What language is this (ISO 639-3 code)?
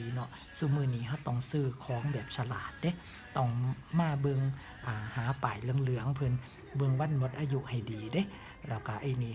lao